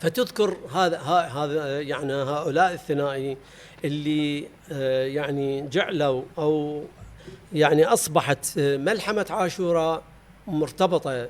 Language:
Mesopotamian Arabic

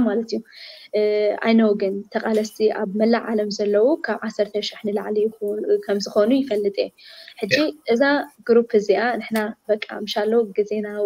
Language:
Tigrinya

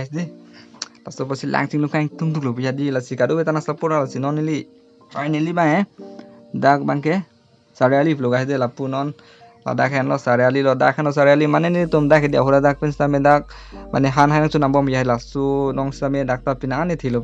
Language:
Karbi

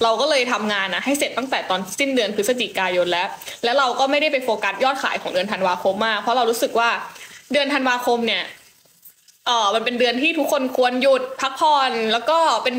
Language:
Thai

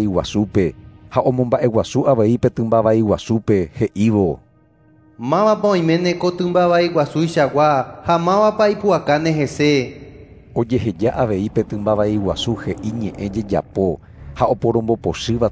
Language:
Guarani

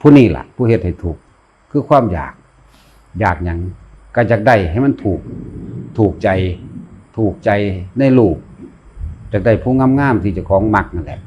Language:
Northeastern Thai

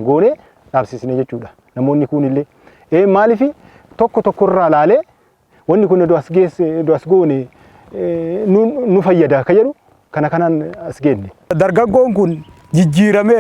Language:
Oromo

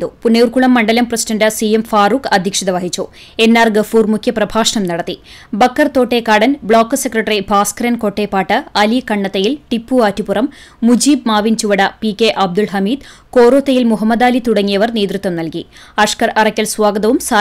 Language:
Malayalam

